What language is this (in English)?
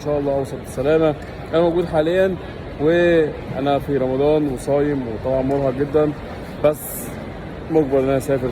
Egyptian Arabic